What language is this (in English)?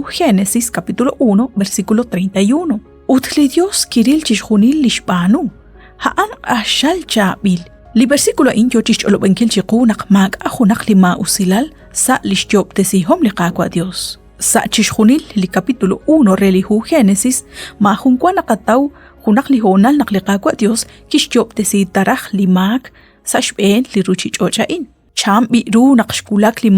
Kekchí